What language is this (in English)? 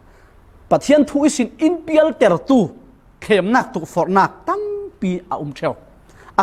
Falam Chin